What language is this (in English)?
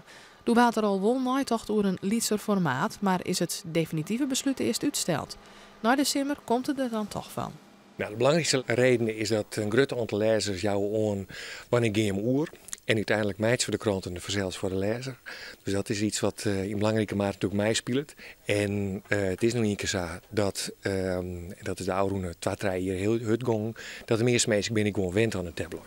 Western Frisian